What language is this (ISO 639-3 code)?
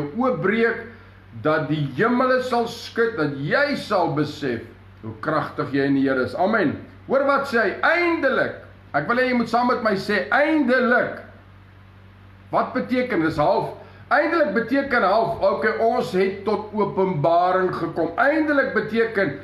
afr